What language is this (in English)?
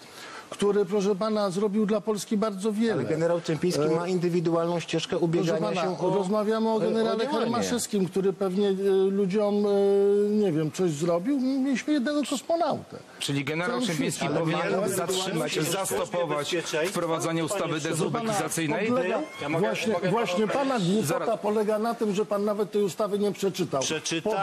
Polish